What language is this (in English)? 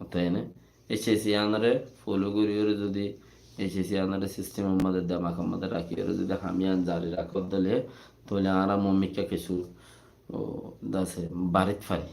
Rohingya